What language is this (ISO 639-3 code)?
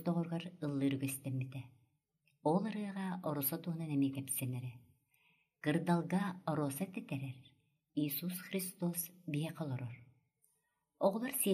sah